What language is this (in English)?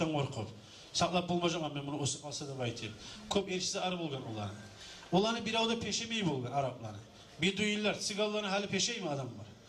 Kumyk